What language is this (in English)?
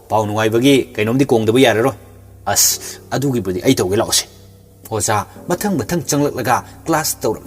Manipuri